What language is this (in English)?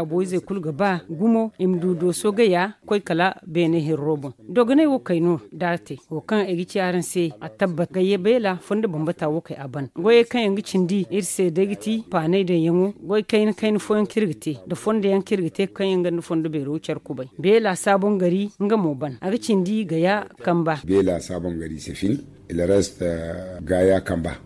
Zarma